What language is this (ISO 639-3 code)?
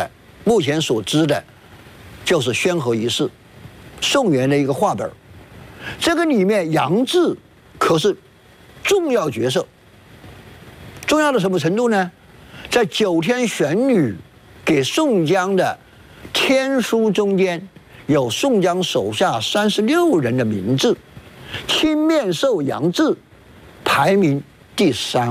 zho